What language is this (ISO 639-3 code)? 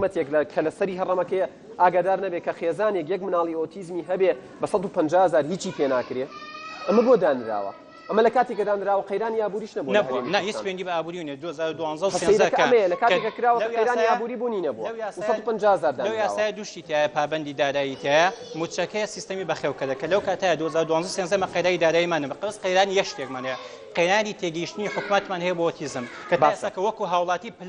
ckb